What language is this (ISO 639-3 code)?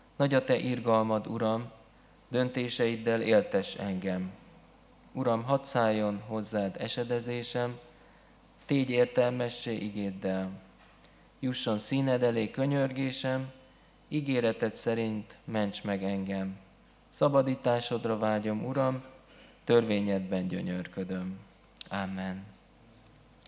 hun